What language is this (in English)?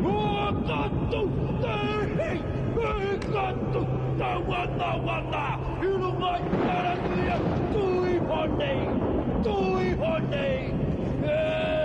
Māori